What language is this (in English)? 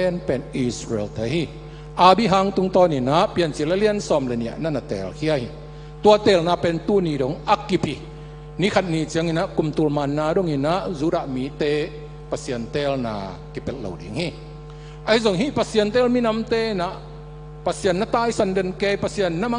Tedim Chin